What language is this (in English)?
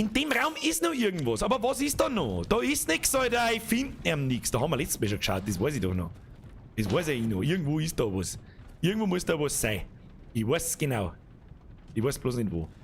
Bavarian